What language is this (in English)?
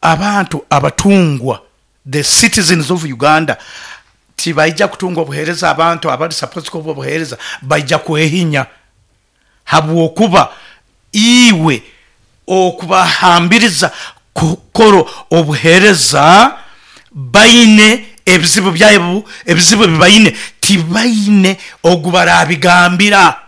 Nyoro